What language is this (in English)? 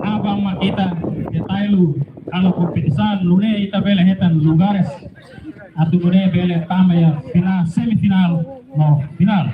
Tetum